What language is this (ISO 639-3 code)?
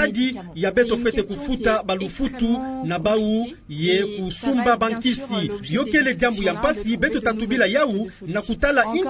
ktu